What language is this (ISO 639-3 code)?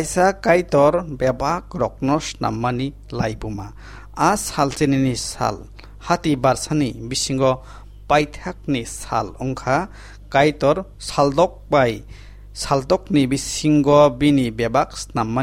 trp